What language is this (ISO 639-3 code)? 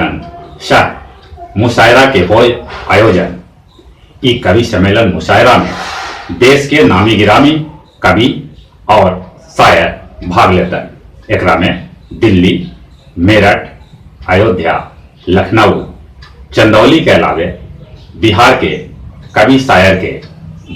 mag